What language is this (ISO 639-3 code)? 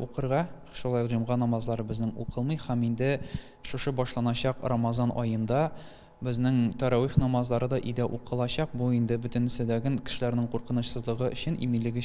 tat